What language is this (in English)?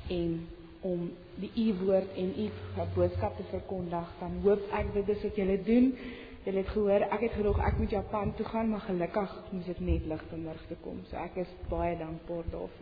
Afrikaans